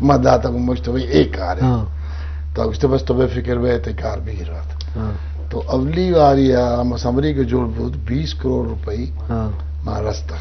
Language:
Eastern Balochi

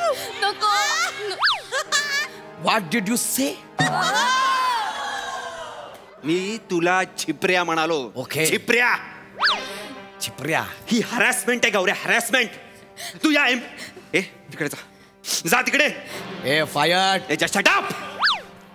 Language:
Marathi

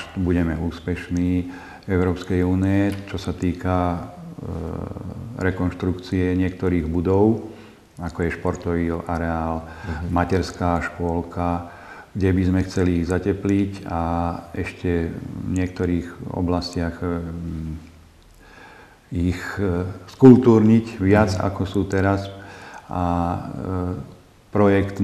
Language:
Slovak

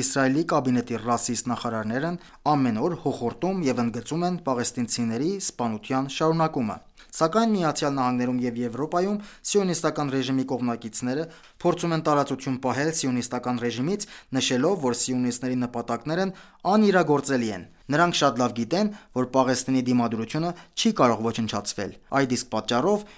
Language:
Armenian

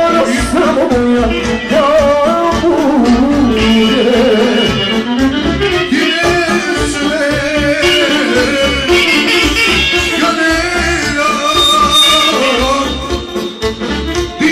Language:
Croatian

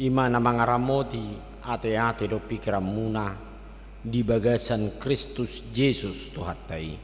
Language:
Batak Toba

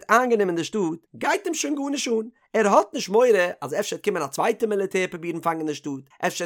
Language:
Yiddish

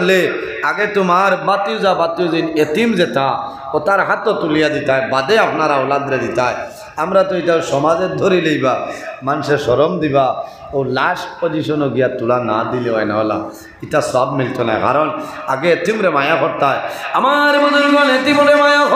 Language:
Sylheti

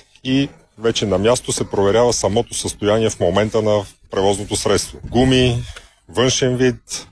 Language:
Bulgarian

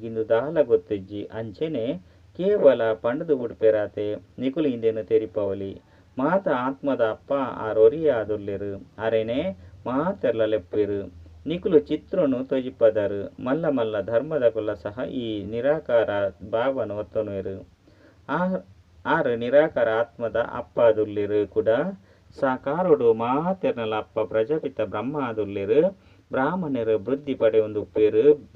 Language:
Tulu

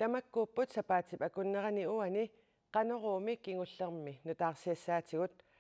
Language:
Kalaallisut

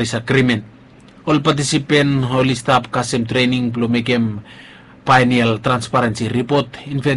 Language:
Bislama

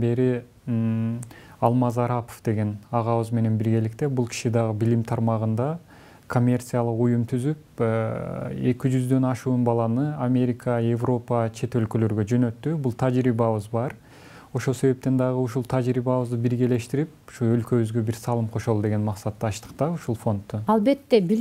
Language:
Kyrgyz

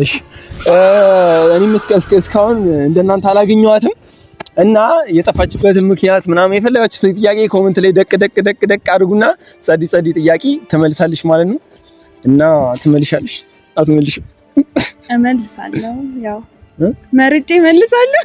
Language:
Amharic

